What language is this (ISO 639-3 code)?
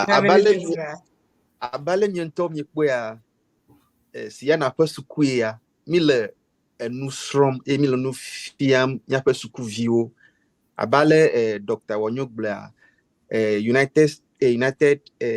ewe